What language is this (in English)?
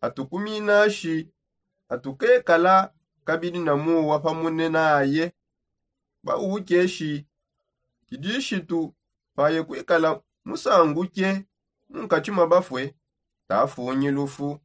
Songe